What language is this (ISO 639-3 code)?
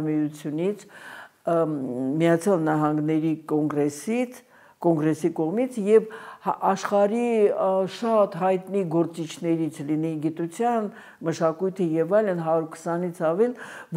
hye